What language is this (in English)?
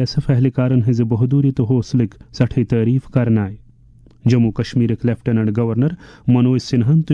Kashmiri